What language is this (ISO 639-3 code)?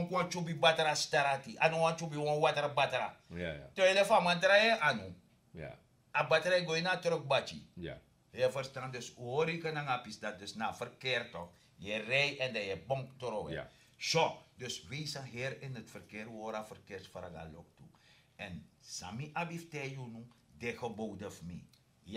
srn